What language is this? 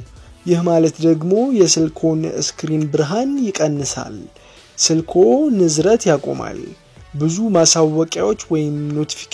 Amharic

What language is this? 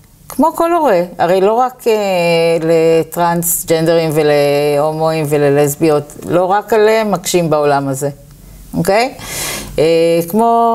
Hebrew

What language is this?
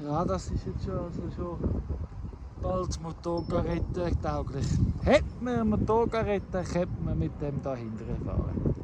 Swiss German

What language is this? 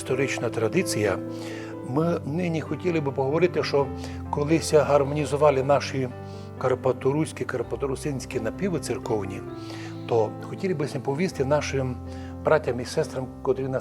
Rusyn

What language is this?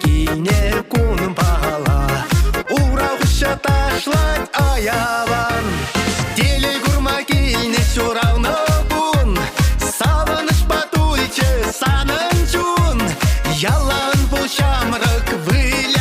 Chuvash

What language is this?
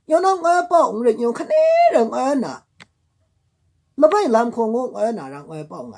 Maru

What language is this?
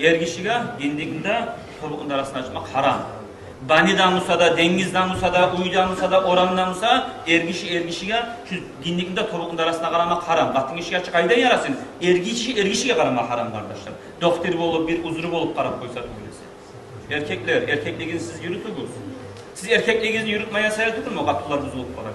Kumyk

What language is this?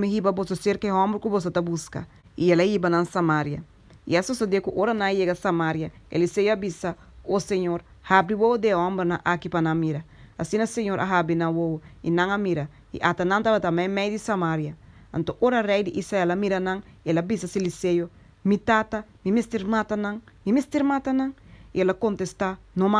Papiamento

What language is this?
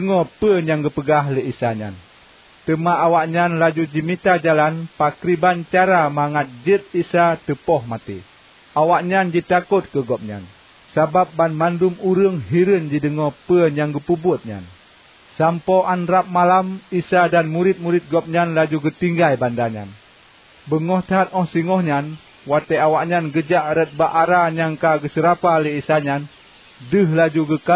Achinese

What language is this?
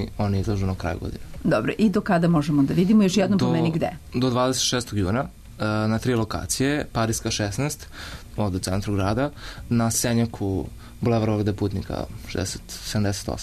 Serbian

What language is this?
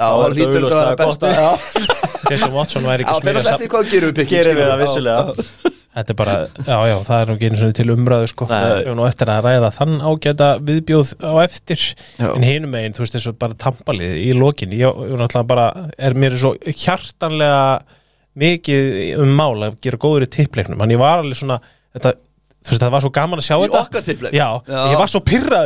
Icelandic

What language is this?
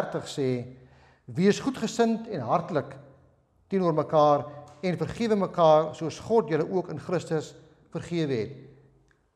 Afrikaans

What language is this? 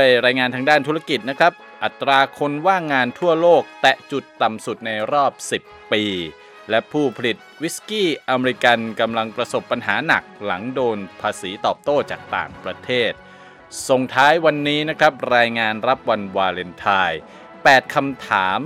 Thai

